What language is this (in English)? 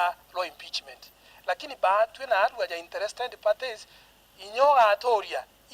Meru